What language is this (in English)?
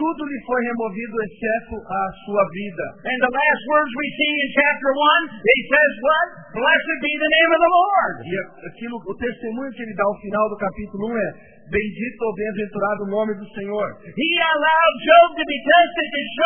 Portuguese